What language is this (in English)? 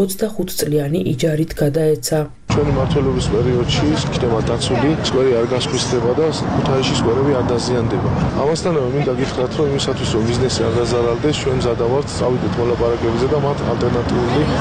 Georgian